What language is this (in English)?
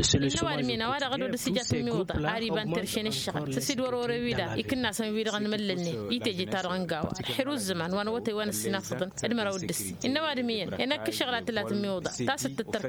Tamasheq